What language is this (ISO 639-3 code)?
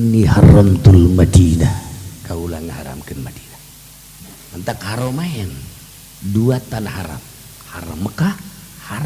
sun